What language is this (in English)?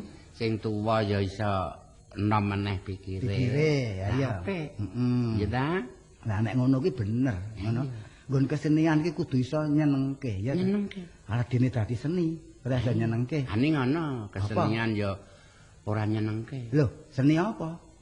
Javanese